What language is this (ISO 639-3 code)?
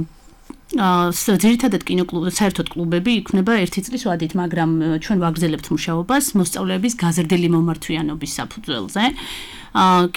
kat